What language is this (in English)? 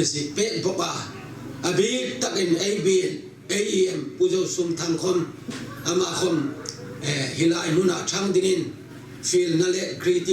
Hmar